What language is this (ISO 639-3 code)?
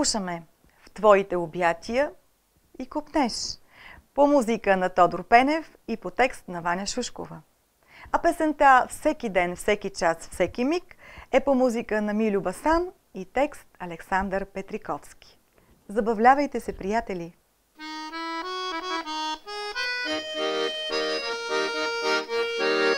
bul